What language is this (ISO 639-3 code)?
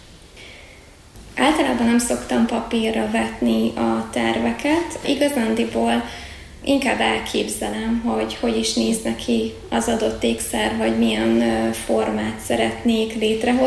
hun